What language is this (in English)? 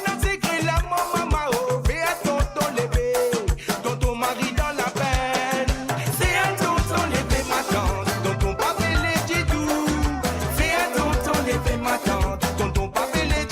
Morisyen